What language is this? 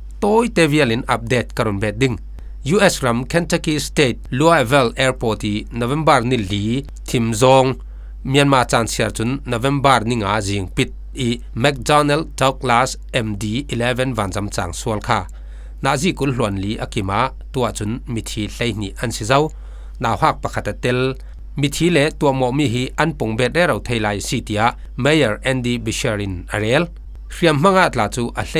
Falam Chin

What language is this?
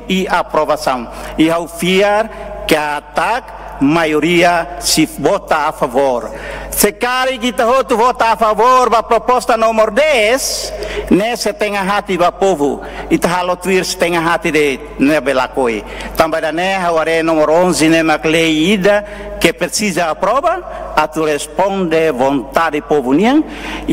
Tetum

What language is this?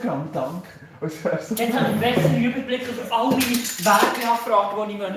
Swiss German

